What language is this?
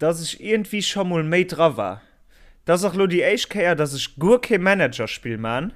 Luxembourgish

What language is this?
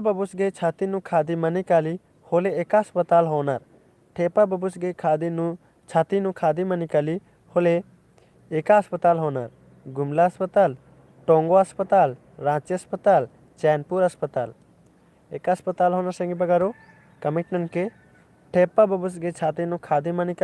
Kurukh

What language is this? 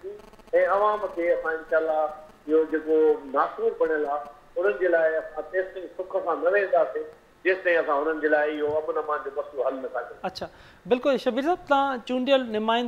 Sindhi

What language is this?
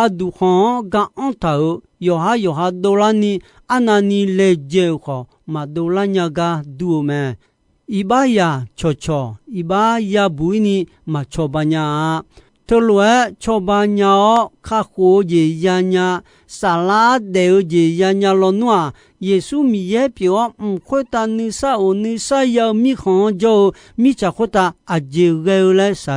Akha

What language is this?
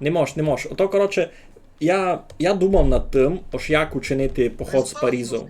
Rusyn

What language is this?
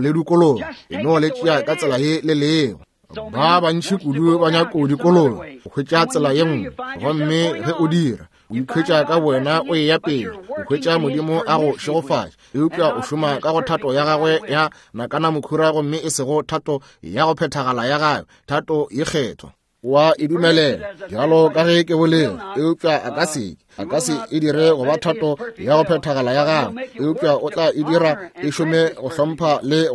Northern Sotho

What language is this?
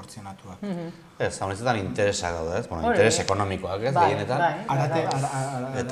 Basque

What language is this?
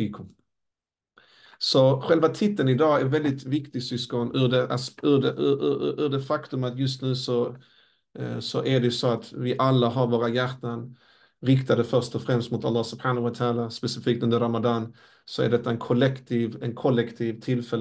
Swedish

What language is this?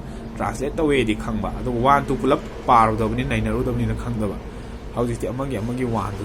Manipuri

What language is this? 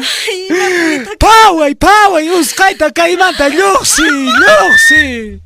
Quechua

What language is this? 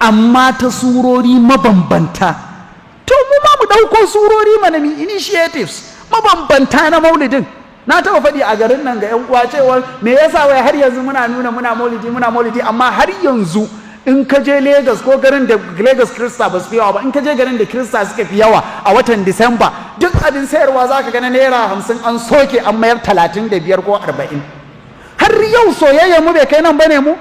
Hausa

